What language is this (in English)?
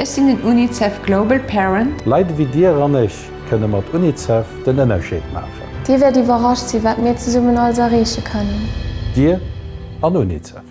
Luxembourgish